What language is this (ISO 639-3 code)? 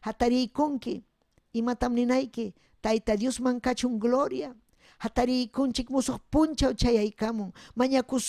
quy